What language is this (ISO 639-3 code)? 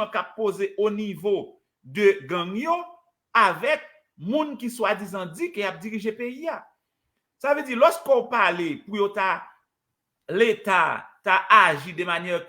hat